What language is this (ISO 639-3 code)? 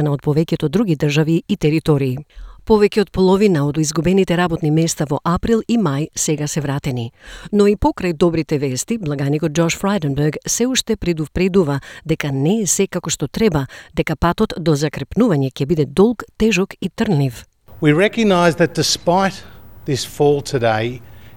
mkd